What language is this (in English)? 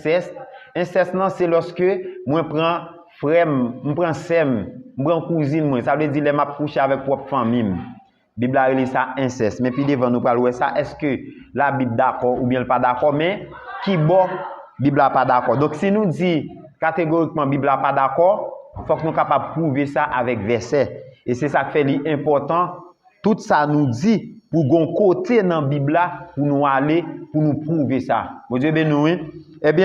Haitian Creole